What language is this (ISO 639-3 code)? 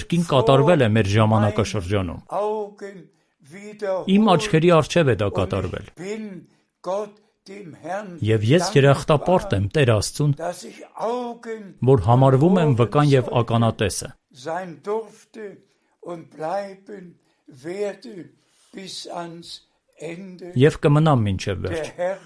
hye